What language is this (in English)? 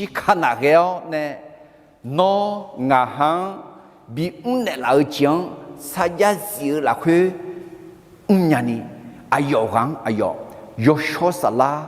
Akha